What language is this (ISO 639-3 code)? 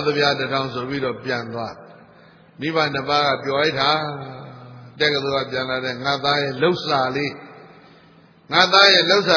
mya